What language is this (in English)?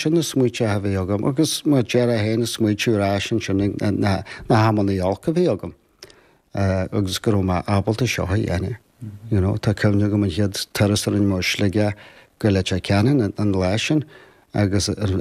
Irish